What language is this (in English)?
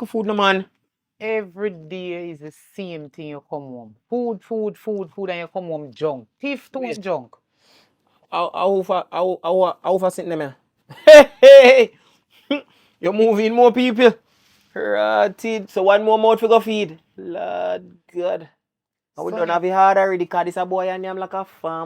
Jamaican Creole English